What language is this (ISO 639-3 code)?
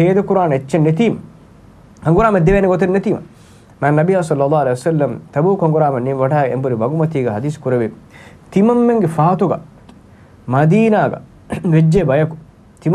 div